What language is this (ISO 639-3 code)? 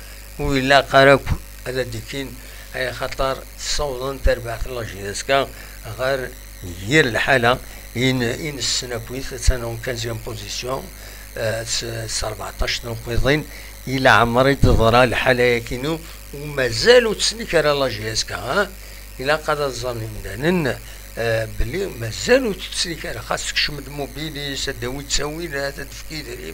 kab